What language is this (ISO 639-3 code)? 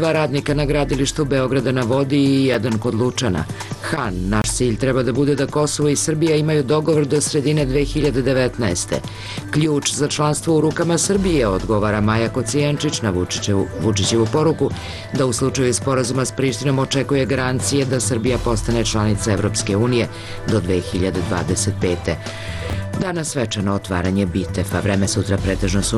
srp